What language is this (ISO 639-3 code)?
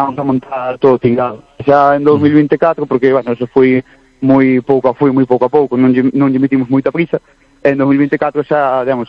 glg